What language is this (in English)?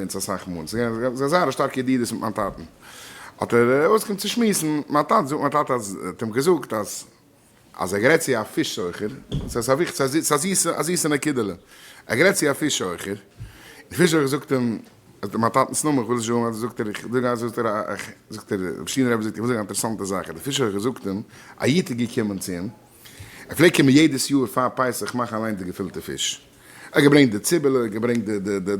Yiddish